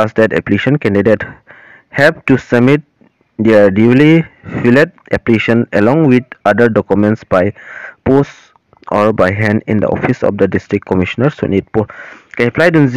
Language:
Karbi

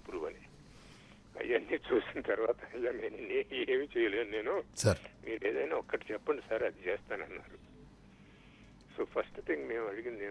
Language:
Telugu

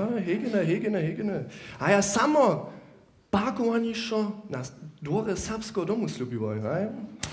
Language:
Upper Sorbian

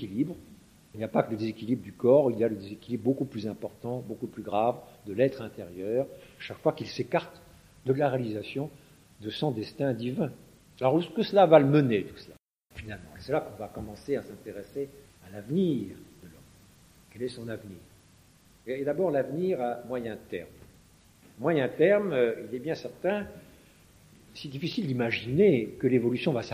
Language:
French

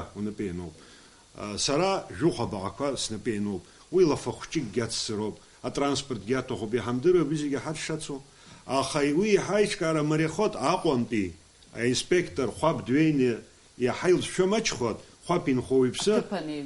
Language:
Abkhazian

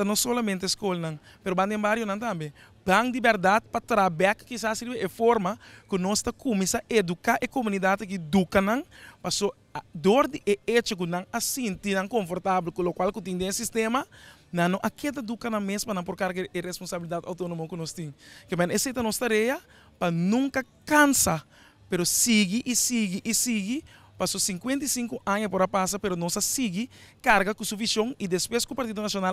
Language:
Papiamento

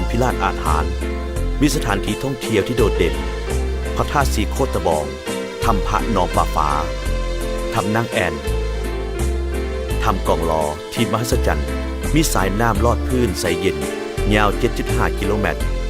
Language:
Lao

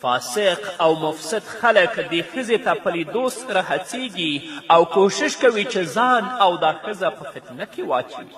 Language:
Pashto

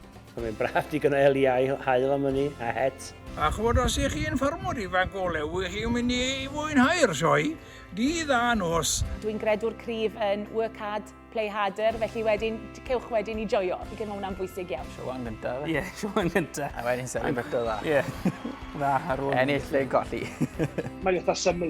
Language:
Welsh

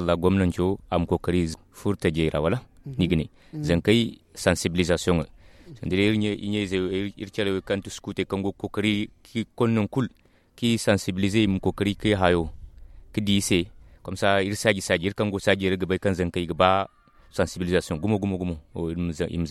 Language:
Zarma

